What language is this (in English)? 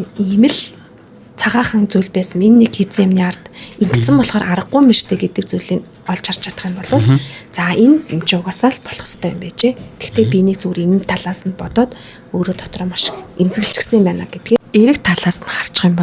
Mongolian